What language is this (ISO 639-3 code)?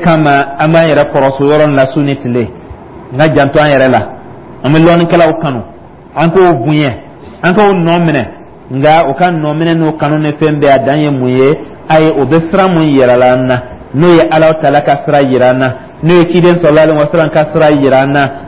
dyu